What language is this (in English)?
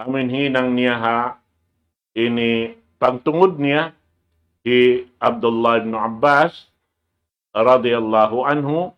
Tausug